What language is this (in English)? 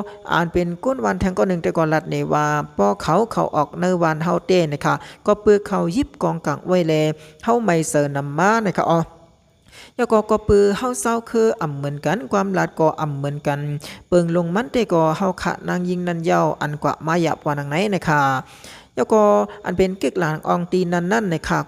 Shan